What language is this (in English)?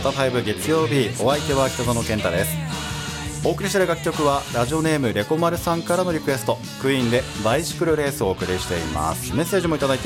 Japanese